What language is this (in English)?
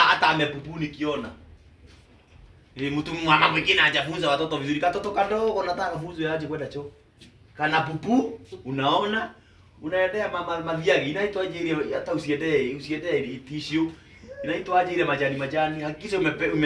Swahili